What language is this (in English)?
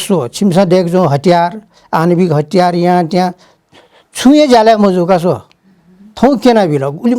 Newari